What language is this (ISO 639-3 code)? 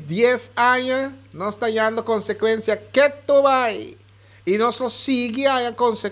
pap